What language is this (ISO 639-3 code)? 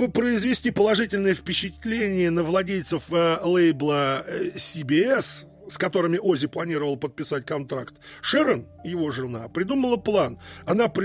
rus